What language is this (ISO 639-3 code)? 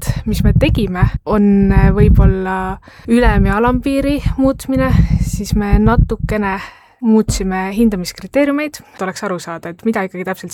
est